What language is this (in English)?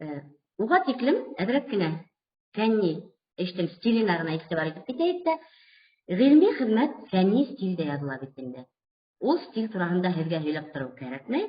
Bashkir